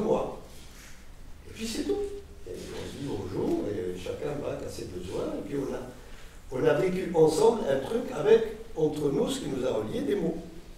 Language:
French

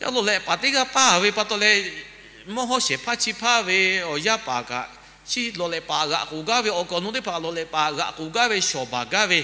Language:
Lahu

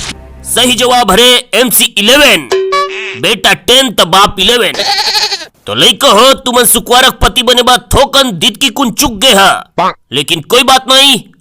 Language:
Chhattisgarhi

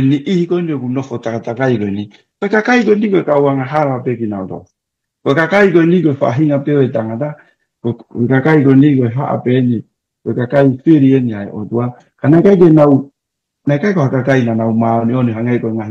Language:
Tongan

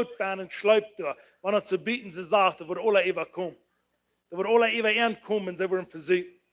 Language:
Plautdietsch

